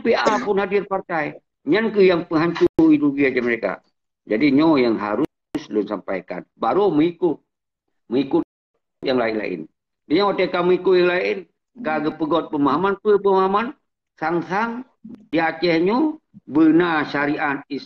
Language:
Achinese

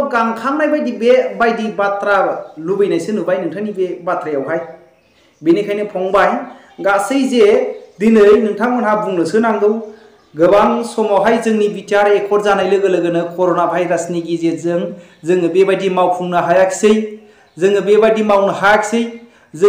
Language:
Bodo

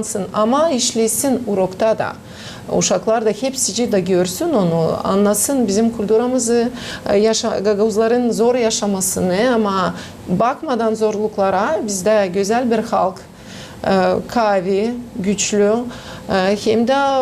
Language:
Gagauz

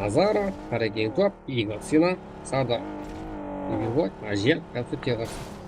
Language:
Kara-Kalpak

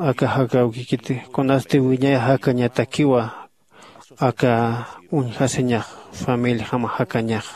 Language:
Aymara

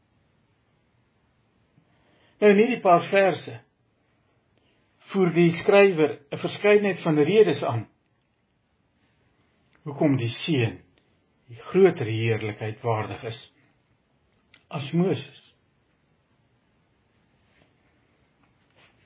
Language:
Afrikaans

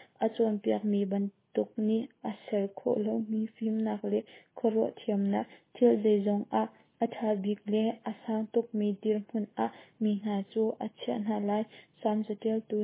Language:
Hakha Chin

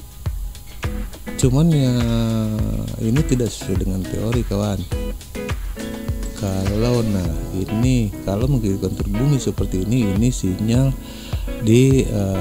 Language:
Indonesian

